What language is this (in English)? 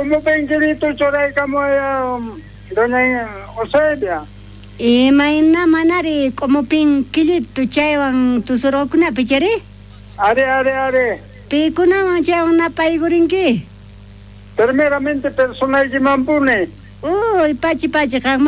South Bolivian Quechua